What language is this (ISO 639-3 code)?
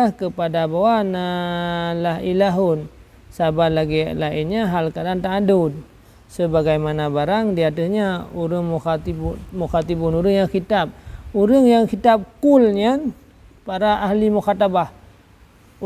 ace